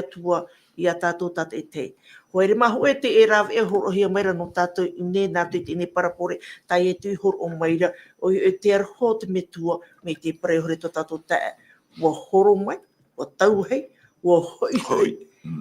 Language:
Tahitian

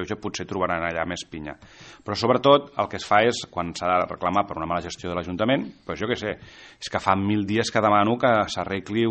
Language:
Catalan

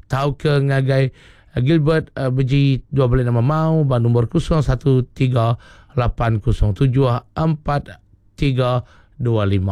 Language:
Iban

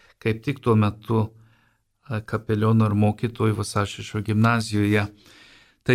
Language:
Lithuanian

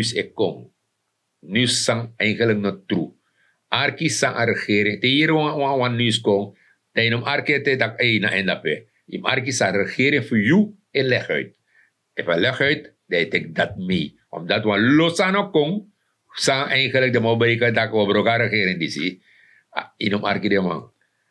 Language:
Sranan Tongo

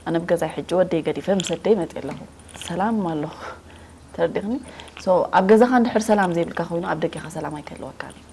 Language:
Tigrinya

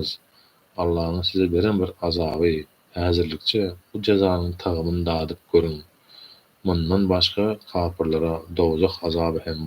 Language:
Turkmen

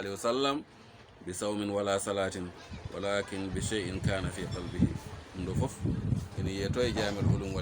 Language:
Fula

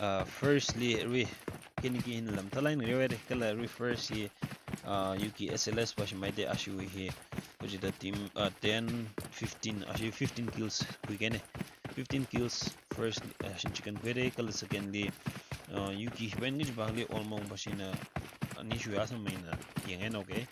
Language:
Tangkhul Naga (India)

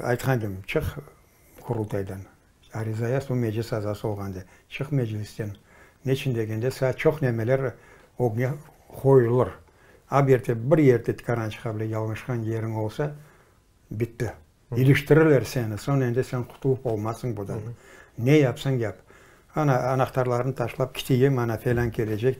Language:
Crimean Tatar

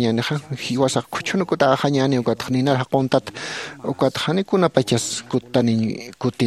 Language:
Aymara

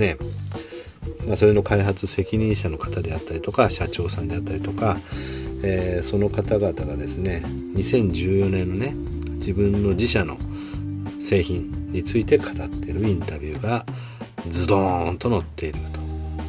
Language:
Japanese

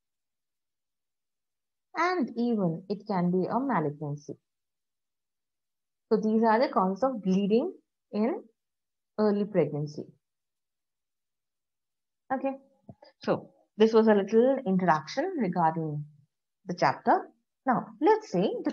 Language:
English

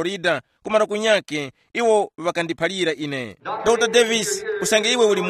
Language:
Tumbuka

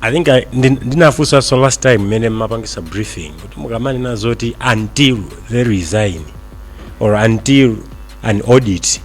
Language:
Nyanja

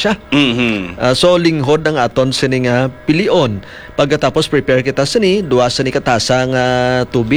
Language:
Hiligaynon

